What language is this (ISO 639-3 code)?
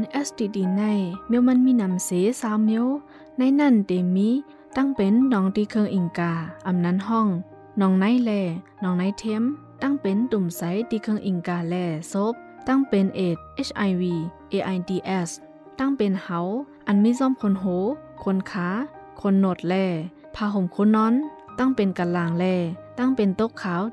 shn